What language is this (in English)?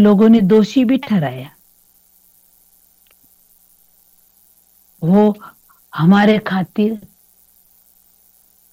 Hindi